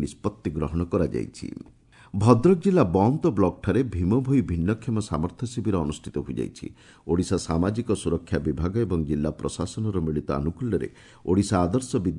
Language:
Odia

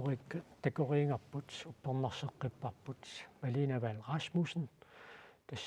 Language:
Kalaallisut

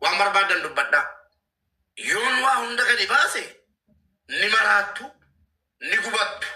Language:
Oromo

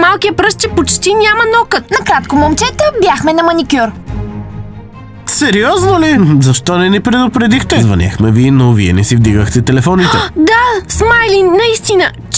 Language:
Bulgarian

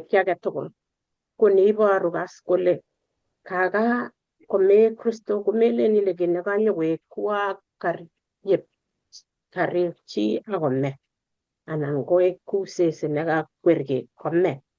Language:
Kalenjin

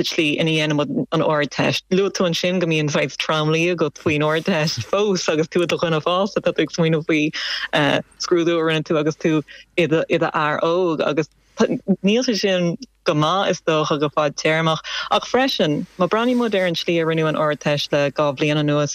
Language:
Irish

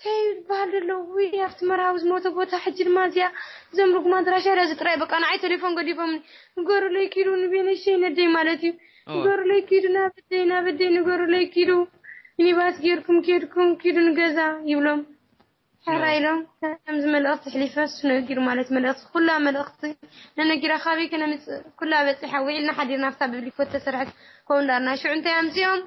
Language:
Tigrinya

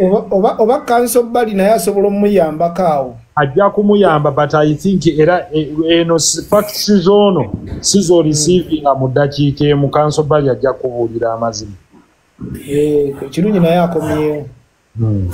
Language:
Ganda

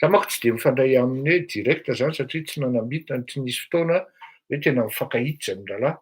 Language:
Malagasy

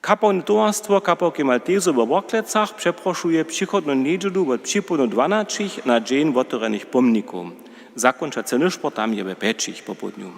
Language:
Upper Sorbian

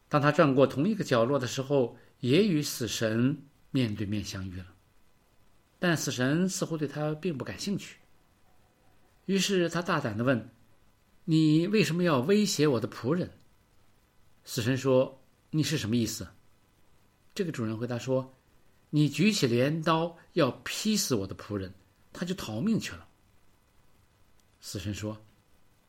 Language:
Chinese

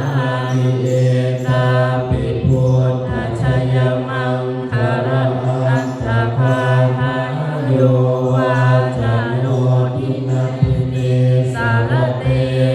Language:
Pali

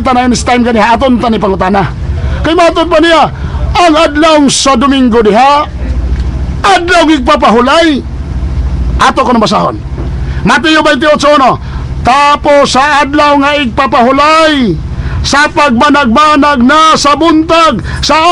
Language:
Cebuano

